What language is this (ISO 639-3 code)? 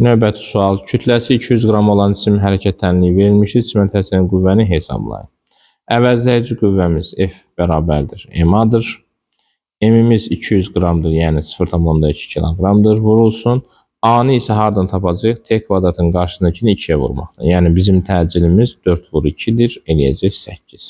aze